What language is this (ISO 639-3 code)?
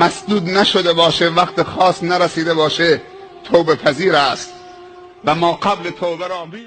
tgk